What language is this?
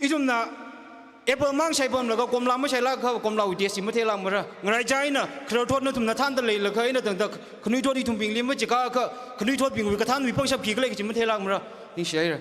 Tangkhul Naga (India)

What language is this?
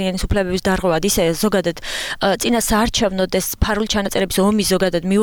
Georgian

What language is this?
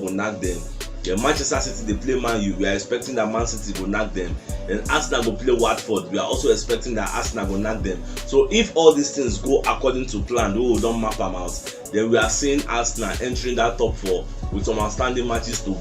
Nigerian Pidgin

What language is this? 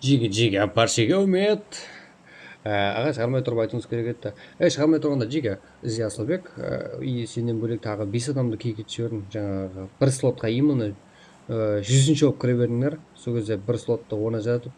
Kara-Kalpak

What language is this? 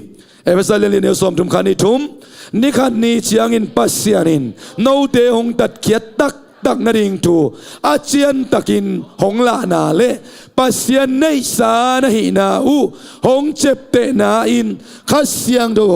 Tedim Chin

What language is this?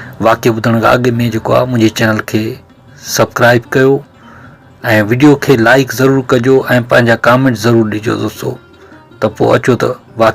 Sindhi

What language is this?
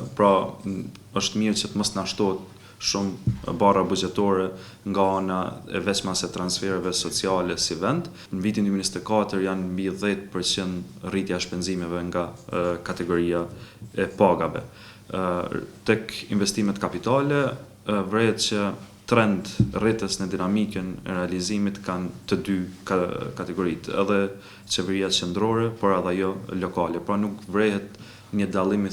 Albanian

